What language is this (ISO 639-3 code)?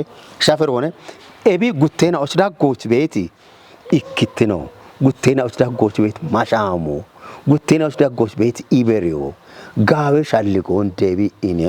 kbr